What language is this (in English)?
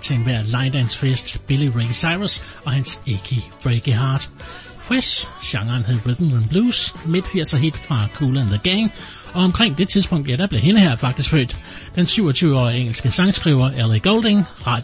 Danish